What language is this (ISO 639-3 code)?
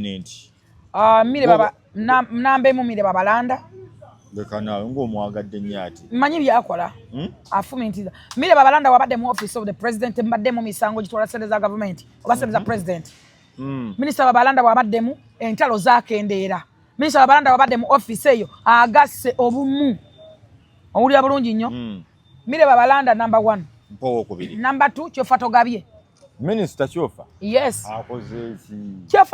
lug